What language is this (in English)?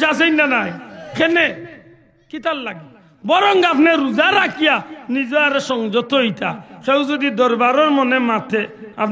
Sylheti